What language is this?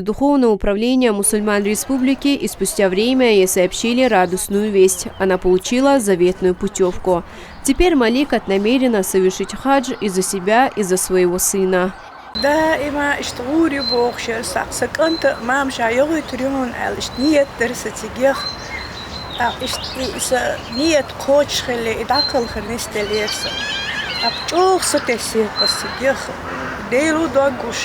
Chechen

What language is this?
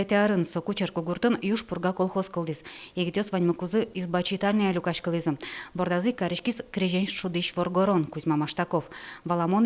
Udmurt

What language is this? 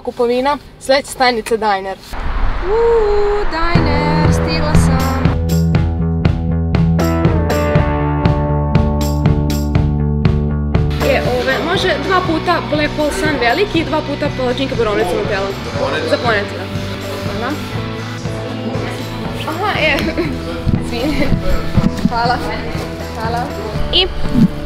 Croatian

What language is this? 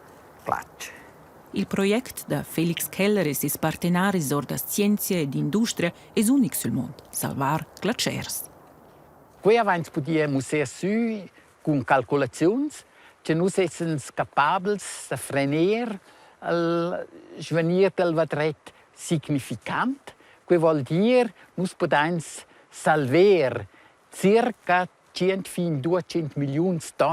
Romansh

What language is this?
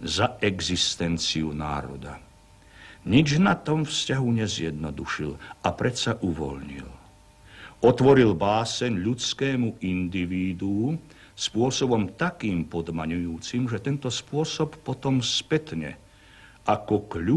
Slovak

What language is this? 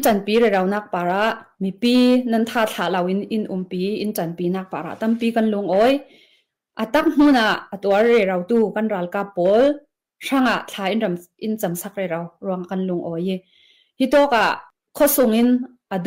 Hakha Chin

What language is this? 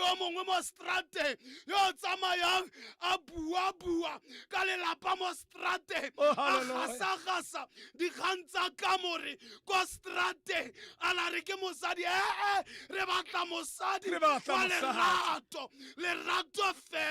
Tswana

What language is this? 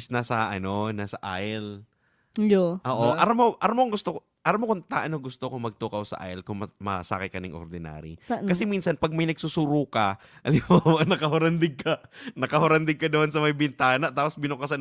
Bikol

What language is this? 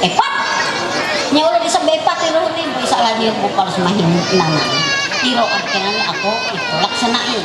Ma'anyan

